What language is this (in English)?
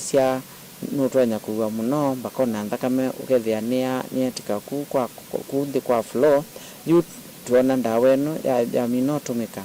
Kamba